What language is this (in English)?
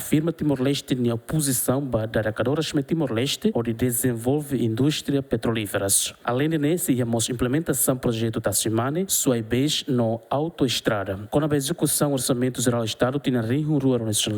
Tetum